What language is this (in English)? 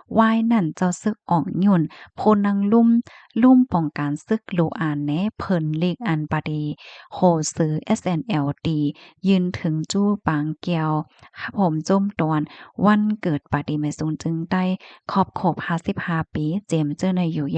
Shan